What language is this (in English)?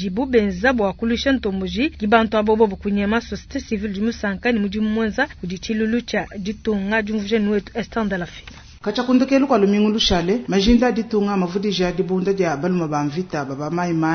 Luba-Lulua